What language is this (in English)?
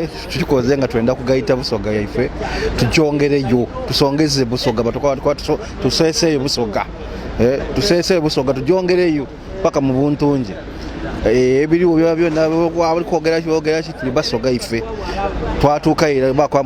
Soga